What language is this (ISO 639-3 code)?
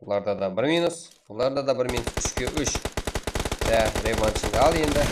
kaa